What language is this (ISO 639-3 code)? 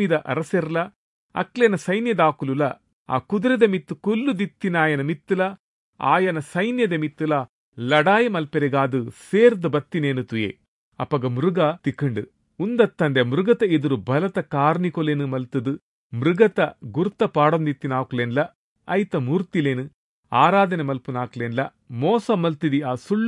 tcy